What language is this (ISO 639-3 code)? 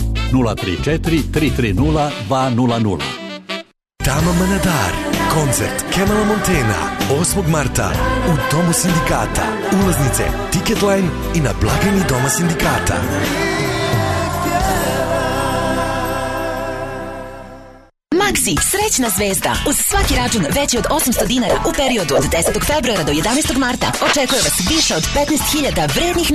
srp